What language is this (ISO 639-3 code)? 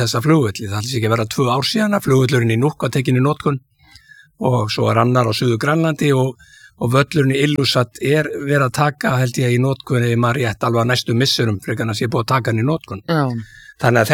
isl